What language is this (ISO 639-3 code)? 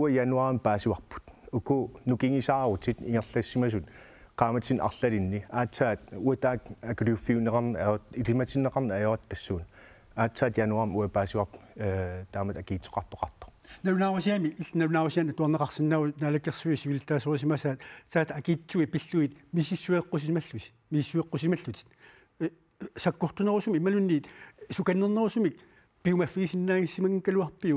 kal